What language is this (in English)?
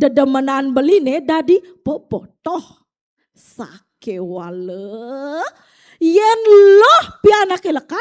Balinese